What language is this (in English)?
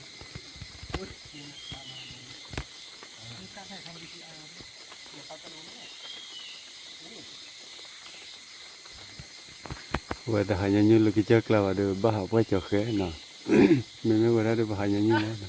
S'gaw Karen